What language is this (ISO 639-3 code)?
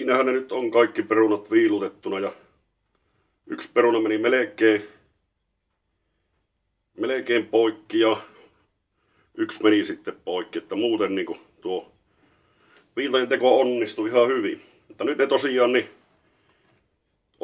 fin